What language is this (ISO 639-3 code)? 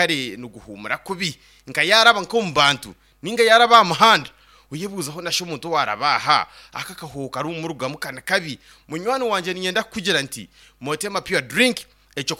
nyn